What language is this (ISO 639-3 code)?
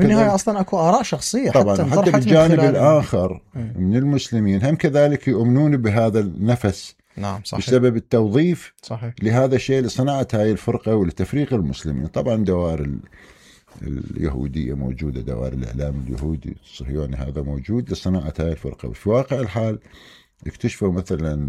acm